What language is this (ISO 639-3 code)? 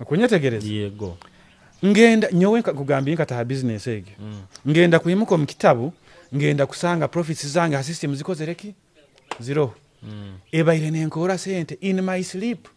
nyo